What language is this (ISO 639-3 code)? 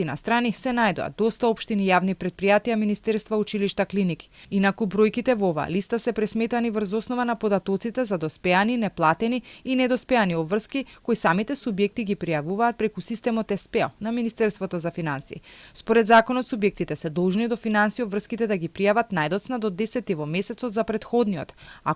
mkd